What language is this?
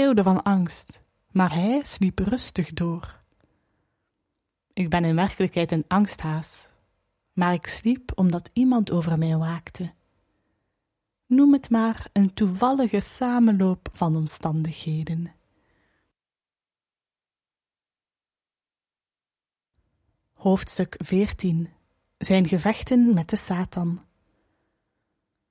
Dutch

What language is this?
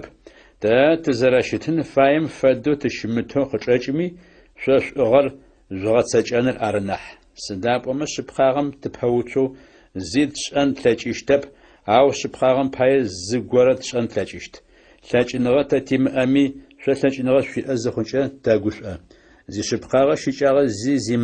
Adyghe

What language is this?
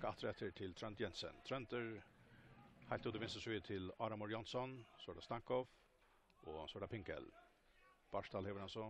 Faroese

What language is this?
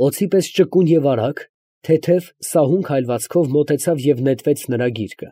Armenian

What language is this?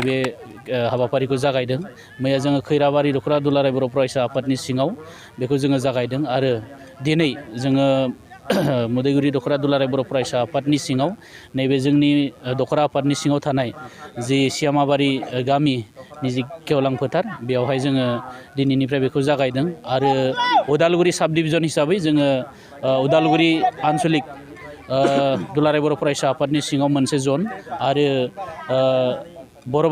Bodo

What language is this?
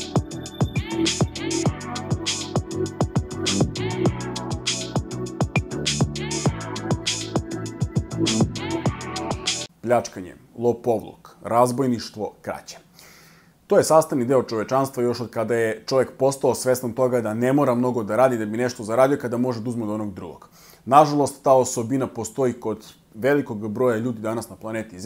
Serbian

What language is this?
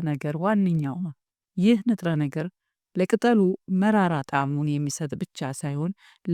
Amharic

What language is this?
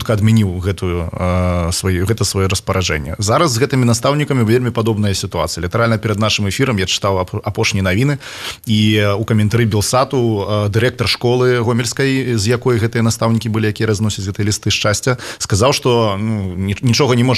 Belarusian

